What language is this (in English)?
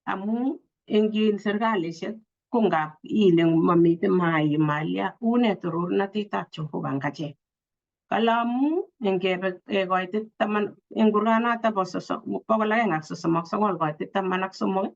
Kalenjin